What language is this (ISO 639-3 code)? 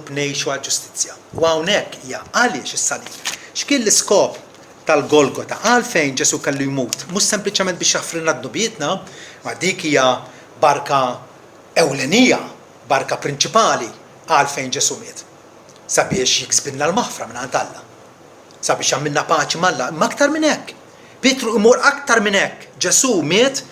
mlt